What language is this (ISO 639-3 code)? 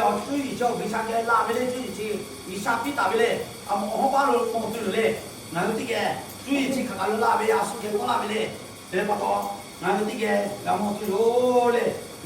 lhu